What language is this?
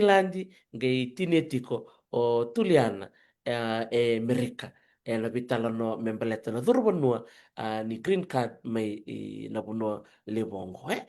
Fijian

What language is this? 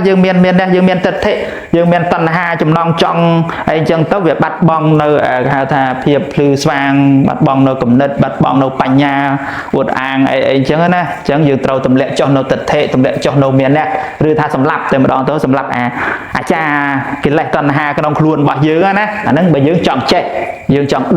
Khmer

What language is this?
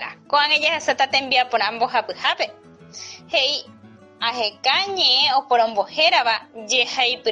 Guarani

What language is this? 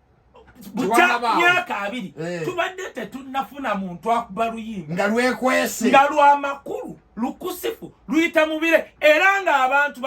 Ganda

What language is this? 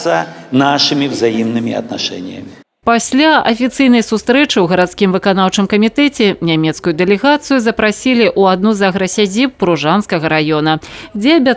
Belarusian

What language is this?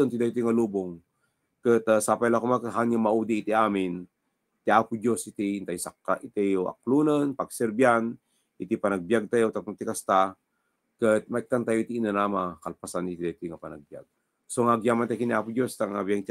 Iloko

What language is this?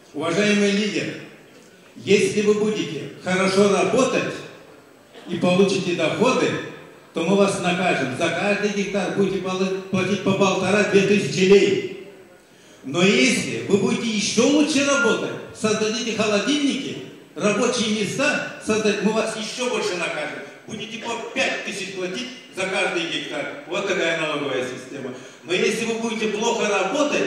Russian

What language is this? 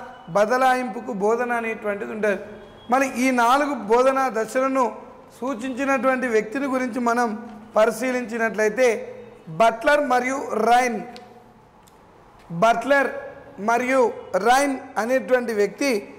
Telugu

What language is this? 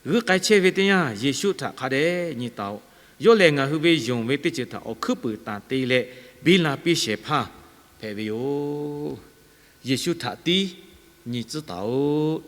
Lahu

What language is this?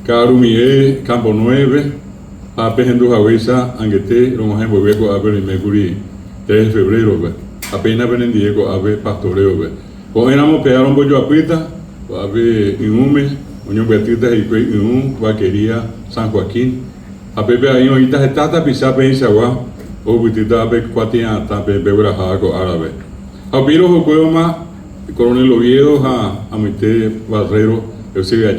Guarani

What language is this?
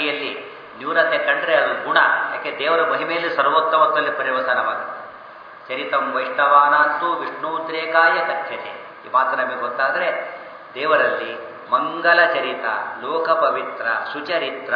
Kannada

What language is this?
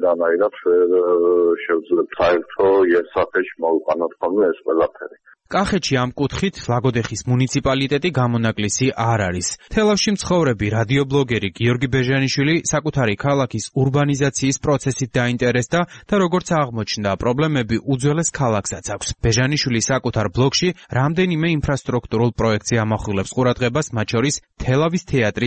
Georgian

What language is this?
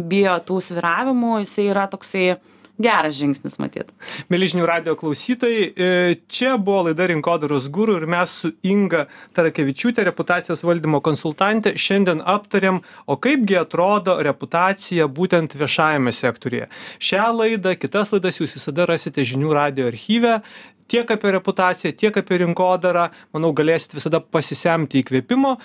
Lithuanian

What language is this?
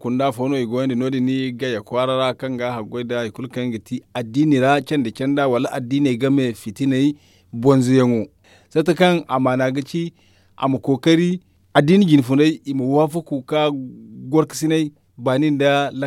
Zarma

